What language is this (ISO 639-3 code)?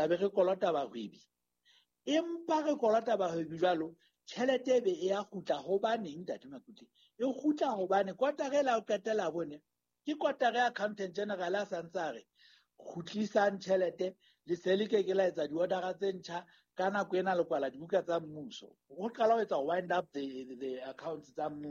sot